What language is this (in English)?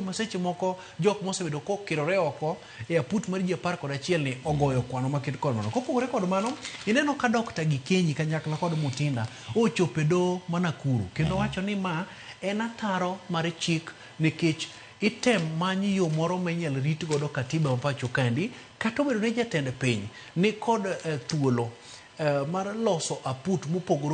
Luo (Kenya and Tanzania)